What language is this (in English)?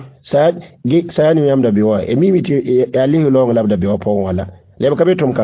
Mossi